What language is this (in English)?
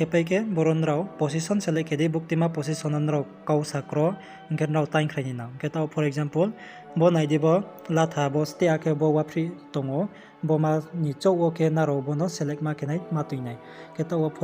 Riang (India)